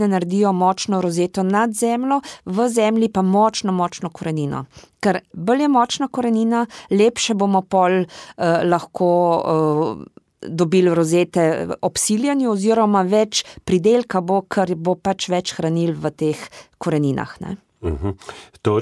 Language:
Slovenian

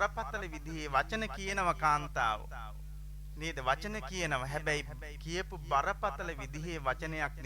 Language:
Sinhala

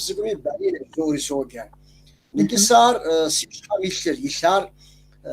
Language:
Kabardian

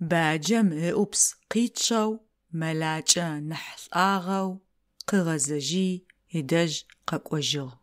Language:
Adyghe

